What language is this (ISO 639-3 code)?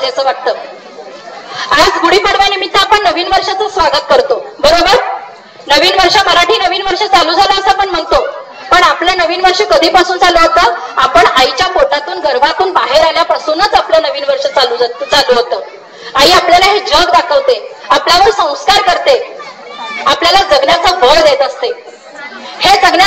mar